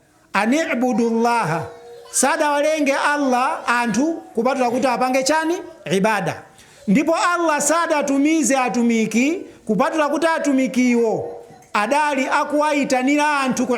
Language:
Nyanja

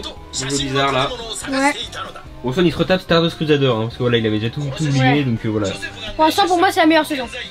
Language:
French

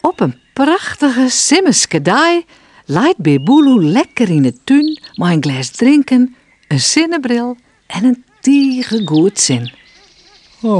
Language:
Western Frisian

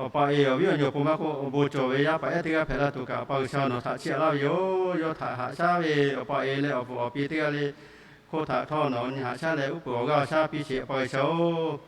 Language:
Lahu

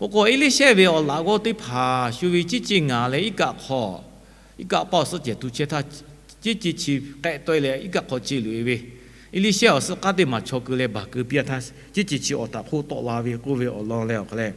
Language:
Lahu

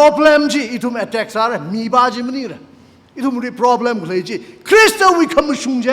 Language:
Tangkhul Naga (India)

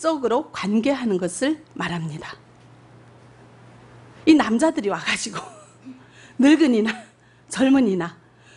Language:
Korean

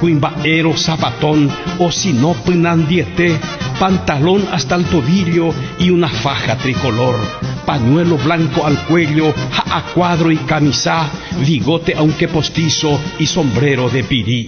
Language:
Guarani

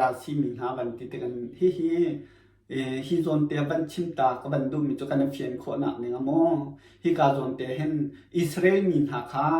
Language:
Hakha Chin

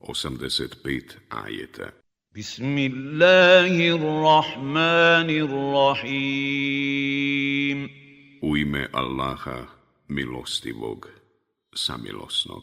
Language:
Bosnian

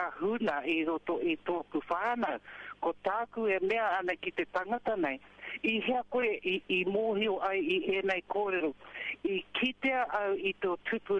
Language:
Māori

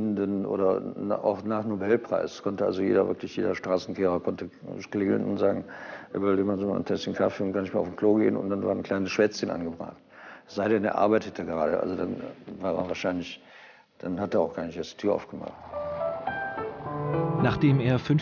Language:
German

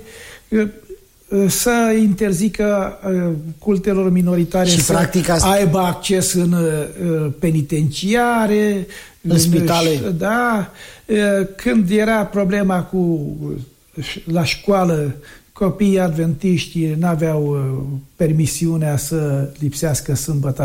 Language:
Romanian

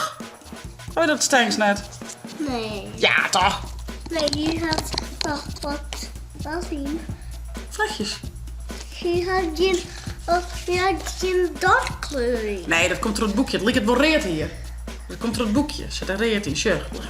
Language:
Western Frisian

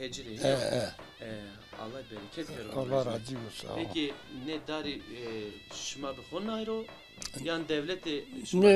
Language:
Zaza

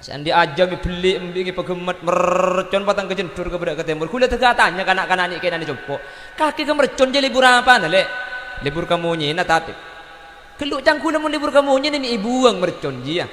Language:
Madurese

